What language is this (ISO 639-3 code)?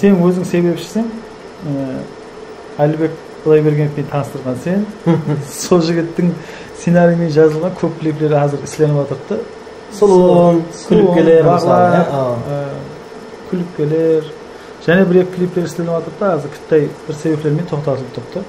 kaa